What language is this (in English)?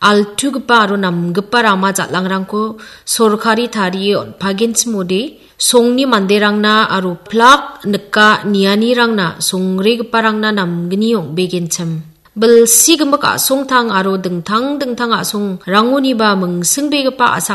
Garo